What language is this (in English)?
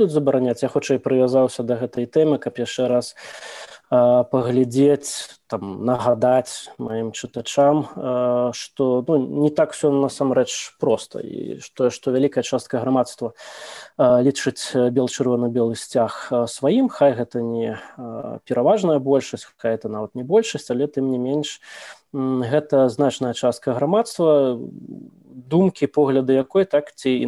Belarusian